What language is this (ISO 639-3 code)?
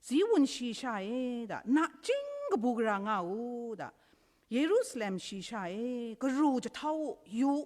kac